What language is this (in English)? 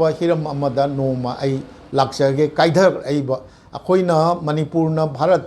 Manipuri